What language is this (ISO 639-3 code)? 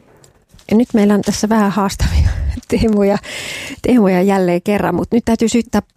fin